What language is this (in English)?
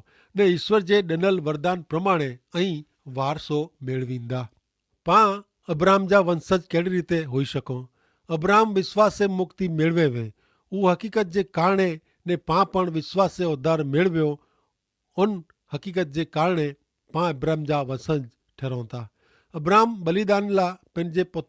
Kachhi